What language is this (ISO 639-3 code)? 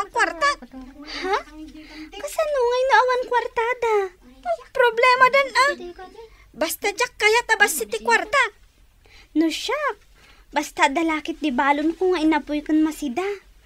ilo